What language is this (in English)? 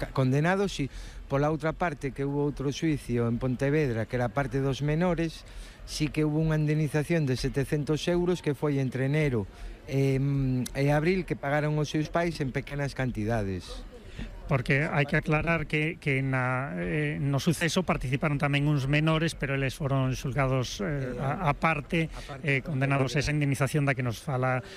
Galician